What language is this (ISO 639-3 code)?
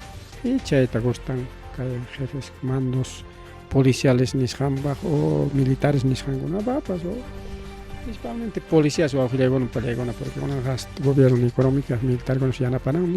quy